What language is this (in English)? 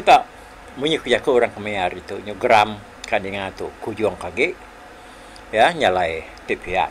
Iban